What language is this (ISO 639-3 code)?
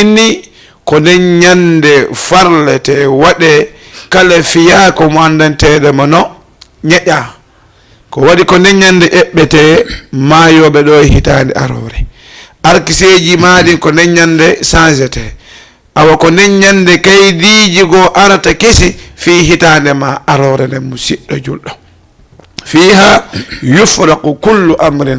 ful